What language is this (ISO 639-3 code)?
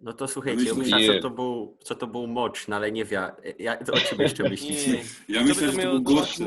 szl